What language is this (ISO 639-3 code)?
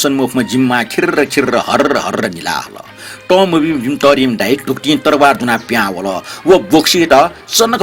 new